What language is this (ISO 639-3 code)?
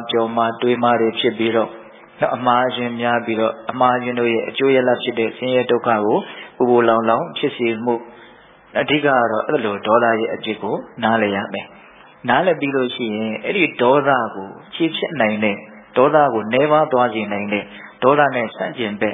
mya